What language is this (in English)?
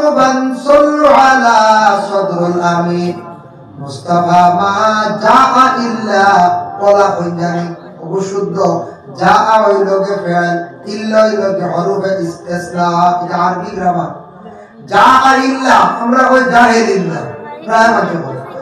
Sylheti